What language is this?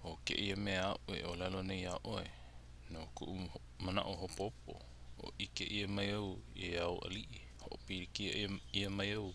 Hawaiian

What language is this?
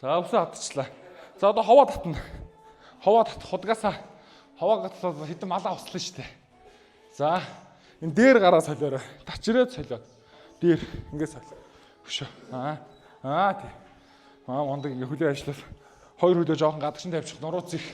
Mongolian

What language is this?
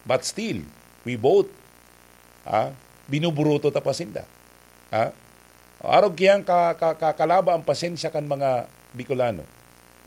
Bikol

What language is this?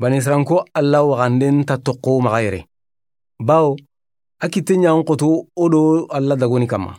Soninke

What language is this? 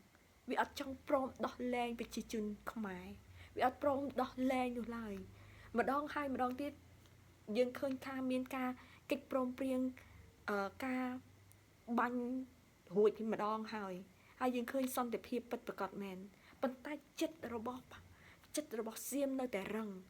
Khmer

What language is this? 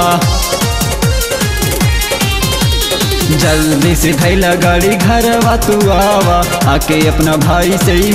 Bhojpuri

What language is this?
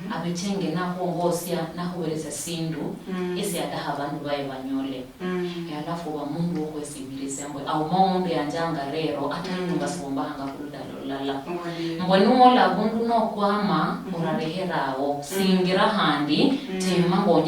Luyia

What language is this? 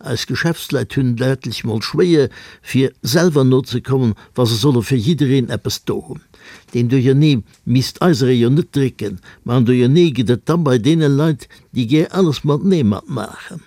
Luxembourgish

